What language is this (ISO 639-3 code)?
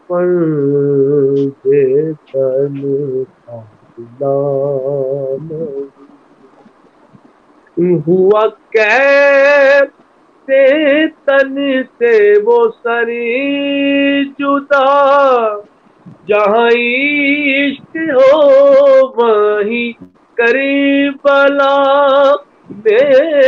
urd